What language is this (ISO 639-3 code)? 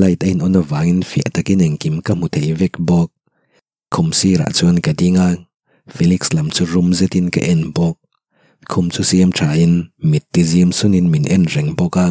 lus